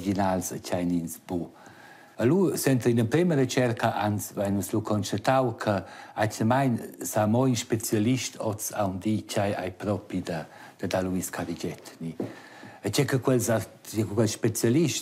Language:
Romansh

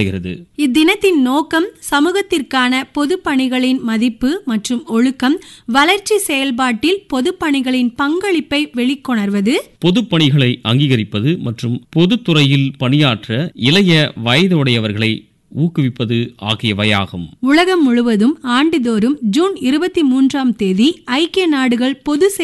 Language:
Tamil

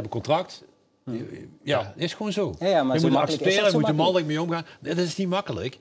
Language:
Dutch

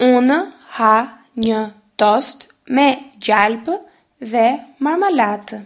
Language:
Albanian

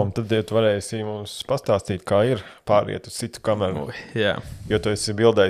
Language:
Latvian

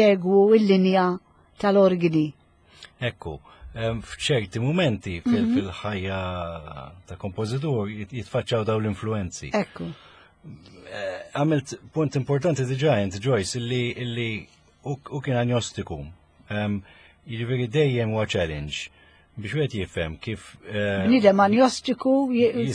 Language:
Maltese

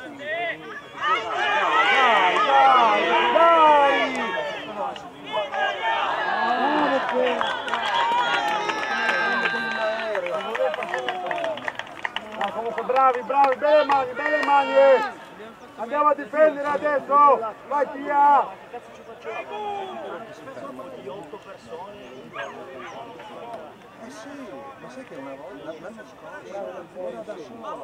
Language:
Italian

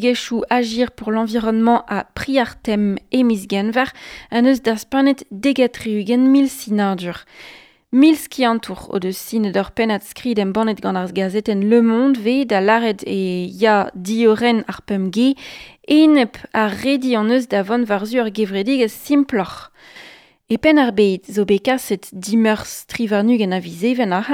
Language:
Breton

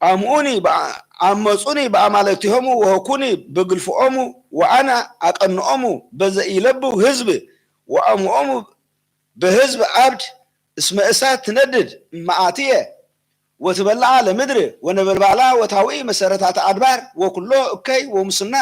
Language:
Geez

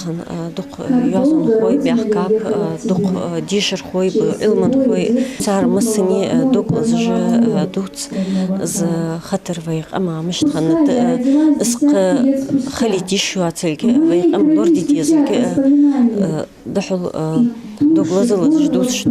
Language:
Ingush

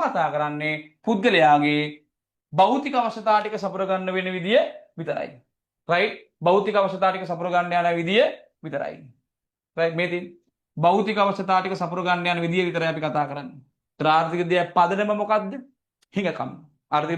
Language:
Sinhala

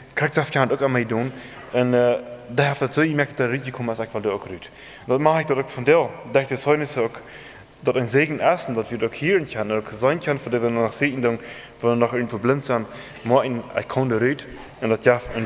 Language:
Plautdietsch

